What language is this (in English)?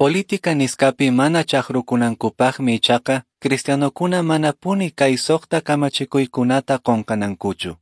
Quechua